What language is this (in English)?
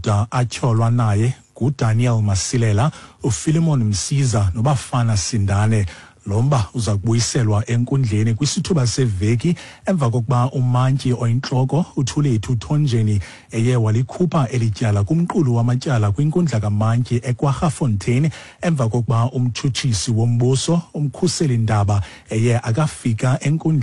Xhosa